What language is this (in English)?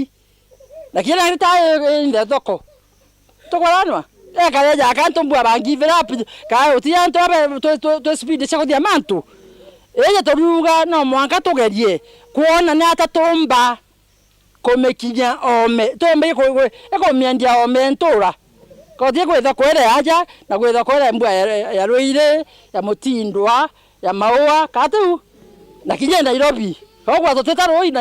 Meru